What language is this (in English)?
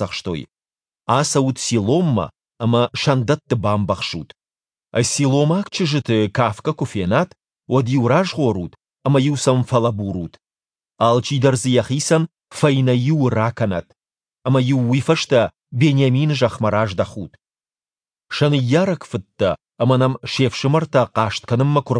Ossetic